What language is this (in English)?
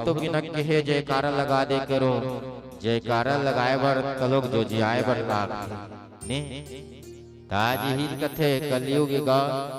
Chhattisgarhi